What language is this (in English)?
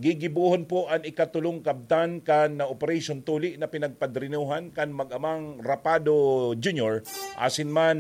Bikol